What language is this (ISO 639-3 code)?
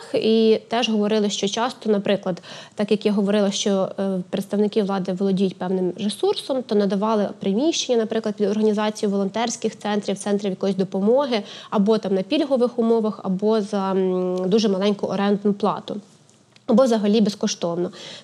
ukr